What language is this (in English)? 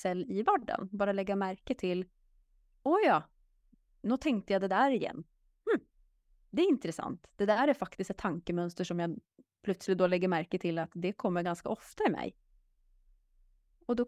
Norwegian